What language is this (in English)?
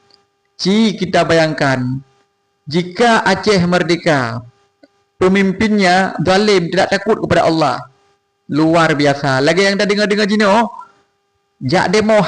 Achinese